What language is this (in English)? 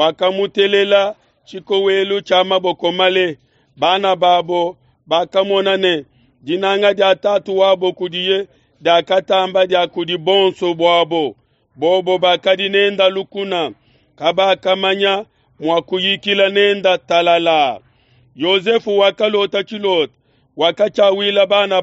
Luba-Lulua